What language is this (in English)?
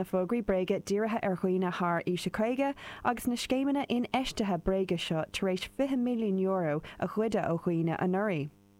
Irish